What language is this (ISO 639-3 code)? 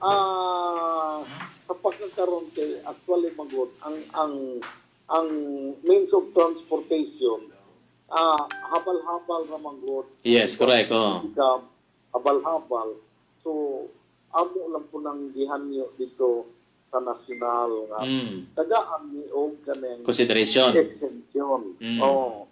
ceb